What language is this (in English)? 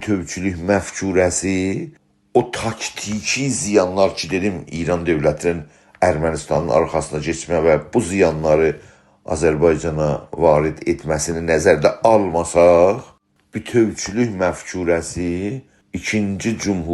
South Azerbaijani